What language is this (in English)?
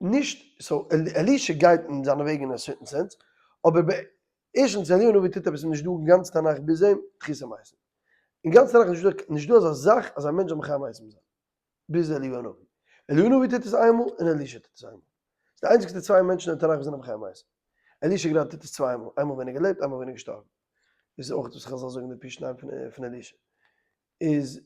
Yiddish